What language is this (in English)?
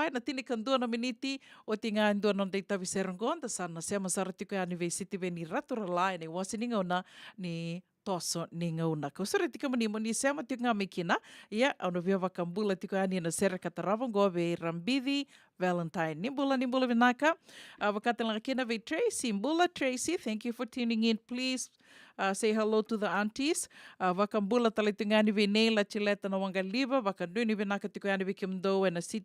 Fijian